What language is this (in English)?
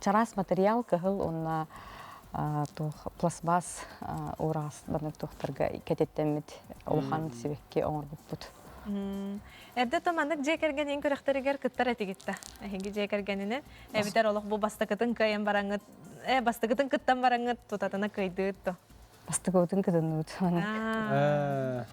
Yakut